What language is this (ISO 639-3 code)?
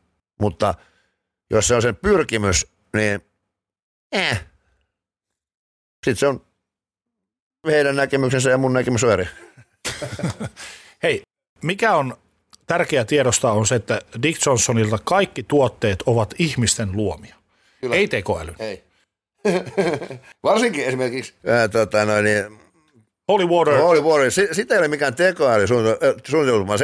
fin